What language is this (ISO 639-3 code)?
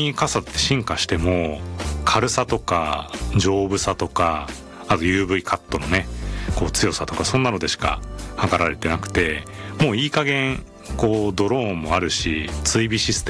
jpn